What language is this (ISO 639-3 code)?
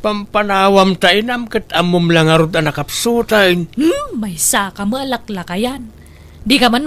ilo